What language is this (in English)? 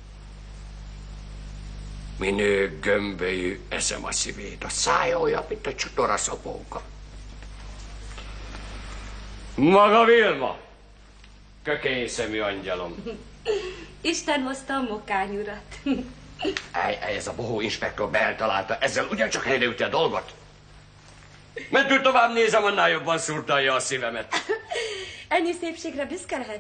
Hungarian